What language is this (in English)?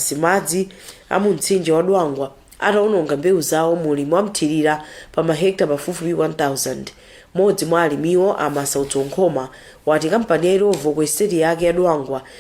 Nyanja